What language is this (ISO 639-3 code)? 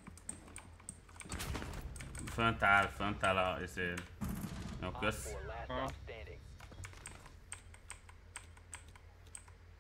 hun